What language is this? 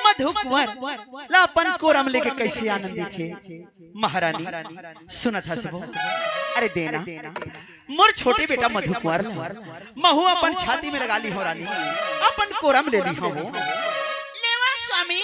Chhattisgarhi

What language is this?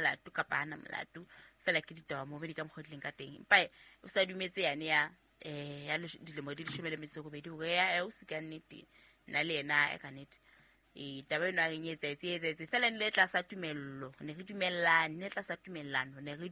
Southern Sotho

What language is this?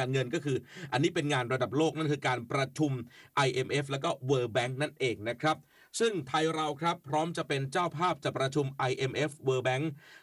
Thai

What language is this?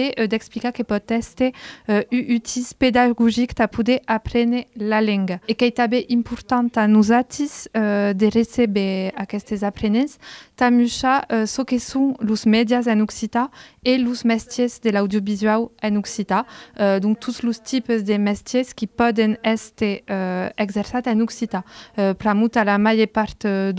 Occitan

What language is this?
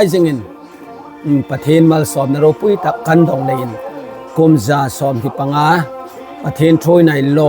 Hmar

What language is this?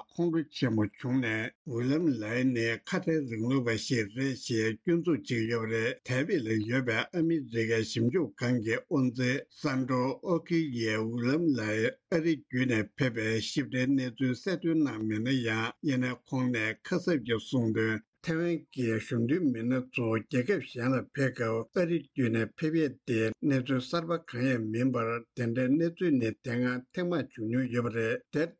Tibetan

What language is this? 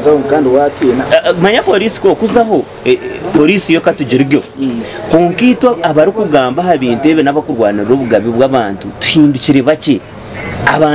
Nyankole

